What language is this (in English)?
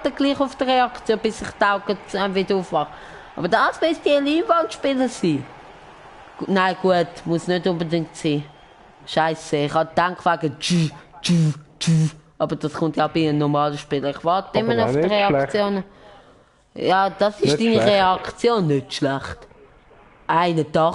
Swiss German